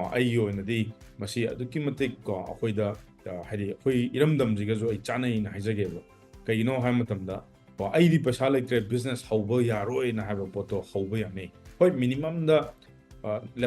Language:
Manipuri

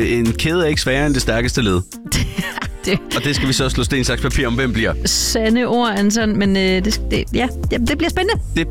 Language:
Danish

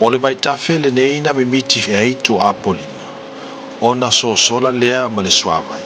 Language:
Samoan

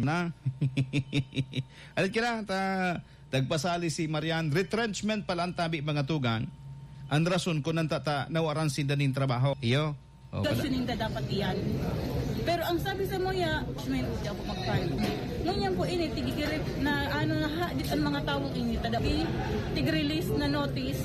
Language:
Bikol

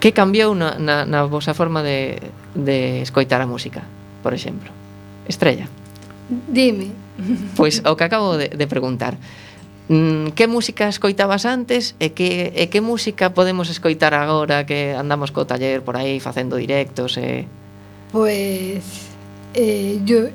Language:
Galician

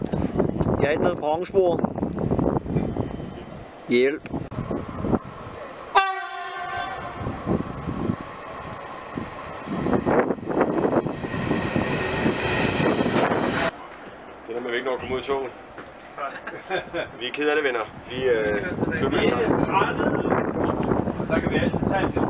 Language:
Danish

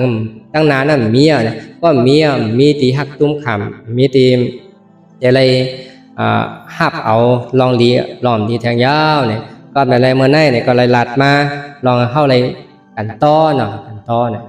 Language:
Shan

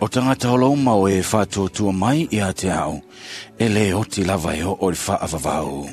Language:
Samoan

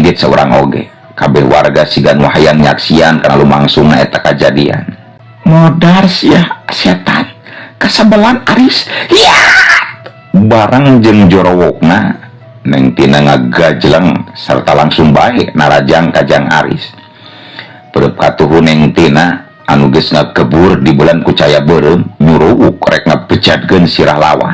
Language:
Sundanese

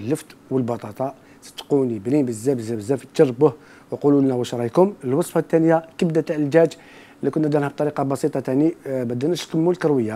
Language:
Algerian Arabic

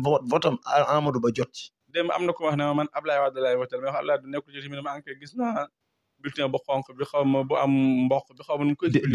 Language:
Wolof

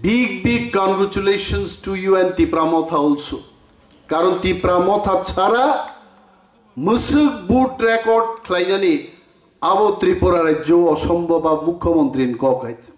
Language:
Kok Borok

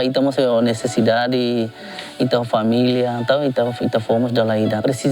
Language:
Tetum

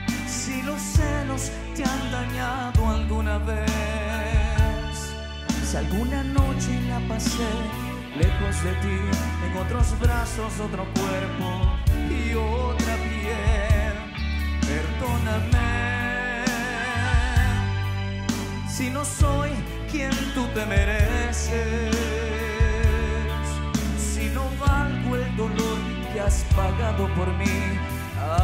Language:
Spanish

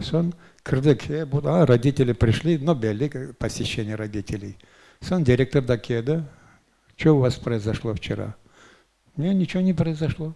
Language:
Crimean Tatar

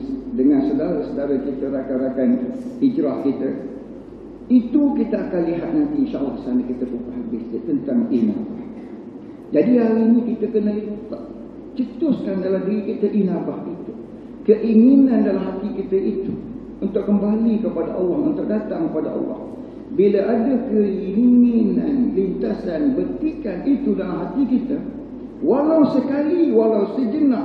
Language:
Malay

